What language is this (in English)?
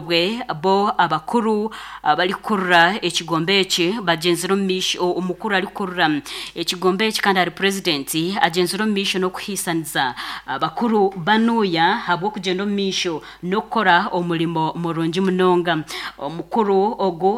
Nyankole